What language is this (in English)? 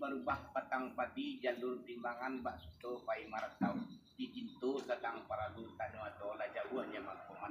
Minangkabau